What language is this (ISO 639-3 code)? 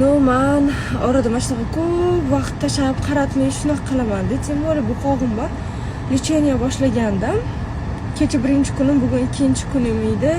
uzb